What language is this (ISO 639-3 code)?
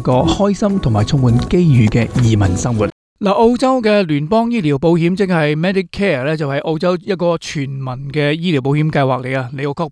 yue